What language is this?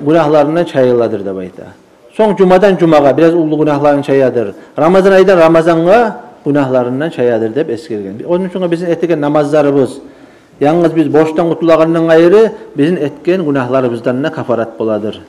Kumyk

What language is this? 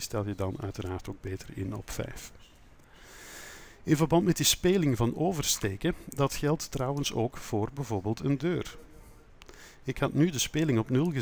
Dutch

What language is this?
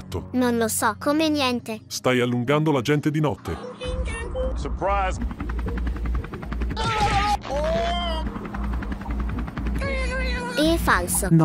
Italian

